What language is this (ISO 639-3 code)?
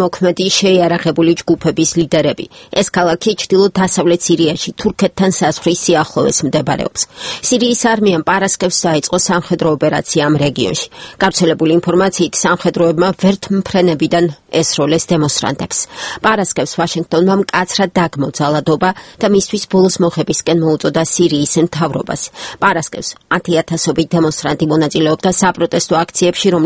kat